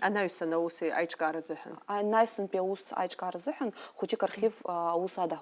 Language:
Abkhazian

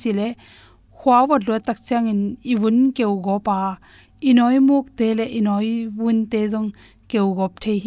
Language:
Tedim Chin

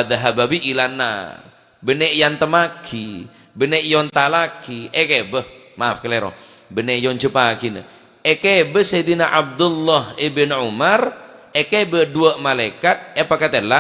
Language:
Madurese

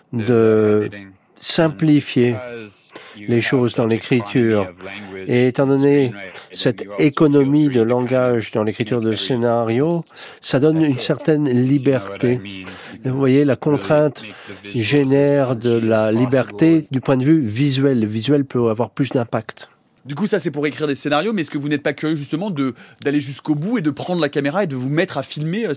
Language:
French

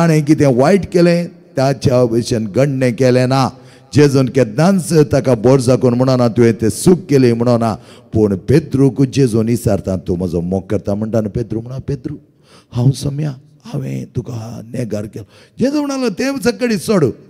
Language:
Konkani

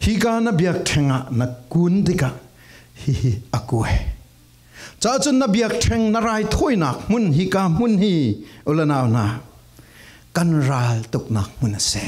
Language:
Falam Chin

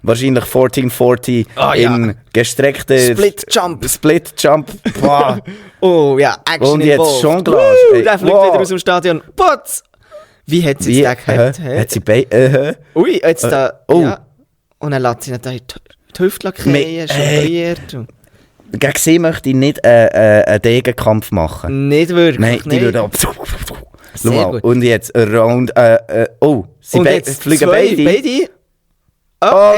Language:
Swiss German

